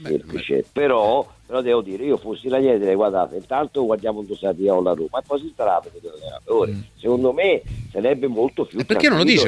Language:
Italian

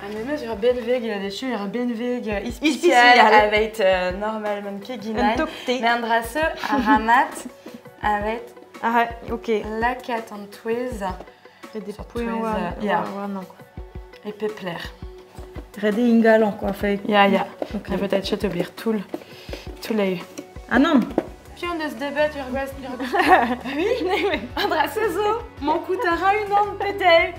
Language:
Breton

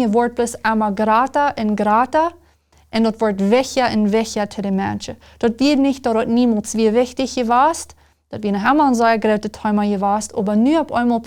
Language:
Plautdietsch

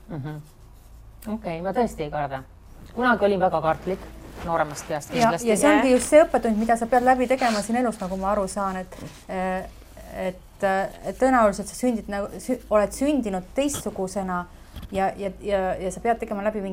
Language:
Estonian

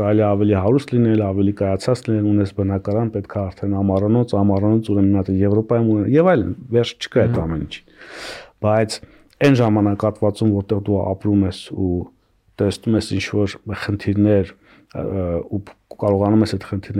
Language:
Armenian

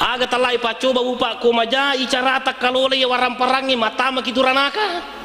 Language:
Buginese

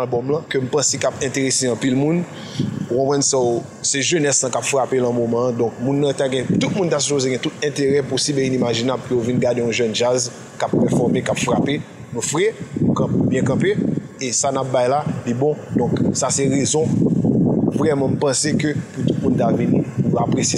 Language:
Haitian Creole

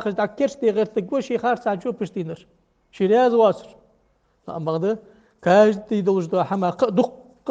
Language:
Ingush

